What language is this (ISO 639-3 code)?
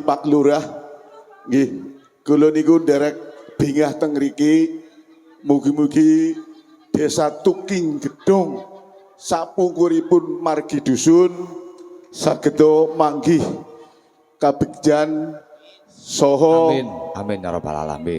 jav